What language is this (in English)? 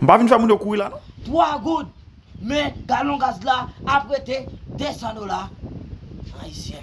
Haitian Creole